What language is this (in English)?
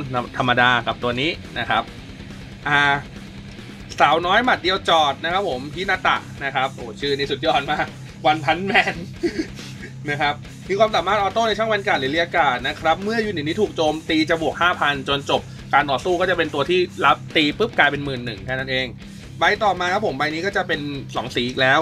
Thai